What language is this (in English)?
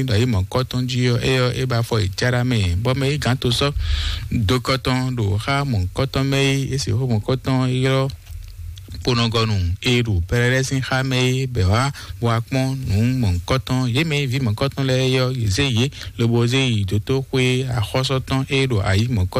Fon